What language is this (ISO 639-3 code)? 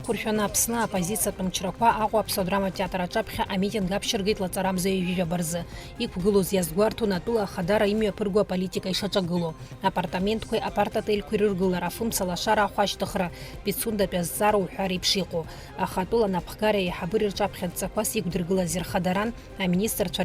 abk